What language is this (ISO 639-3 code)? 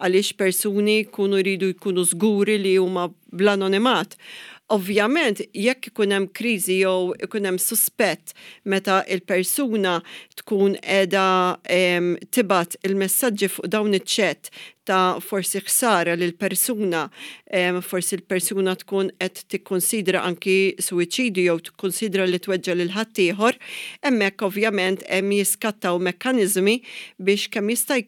mlt